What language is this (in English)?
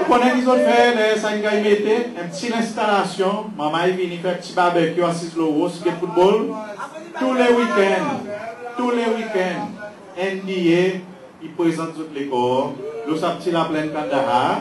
Seselwa Creole French